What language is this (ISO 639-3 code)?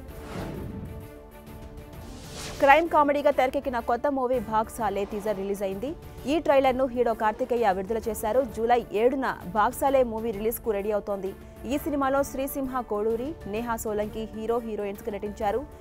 tel